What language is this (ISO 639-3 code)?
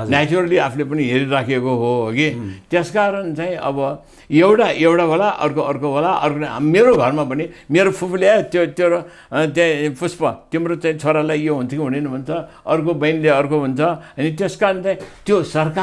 nep